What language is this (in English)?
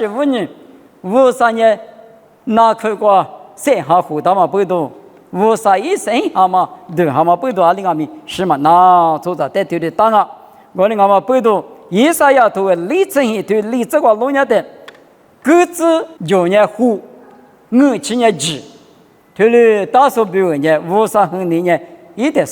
Lisu